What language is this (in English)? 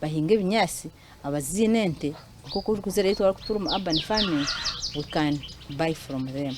Nyankole